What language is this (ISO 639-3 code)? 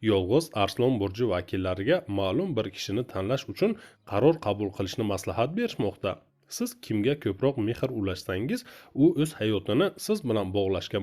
uzb